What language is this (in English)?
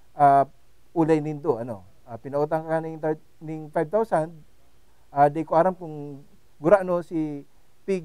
Bikol